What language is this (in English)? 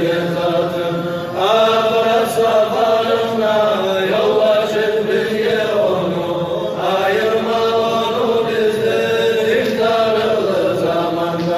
Kumyk